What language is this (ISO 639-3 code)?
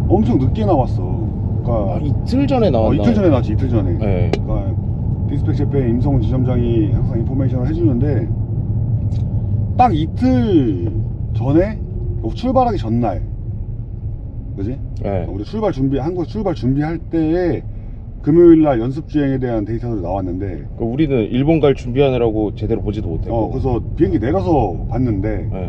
kor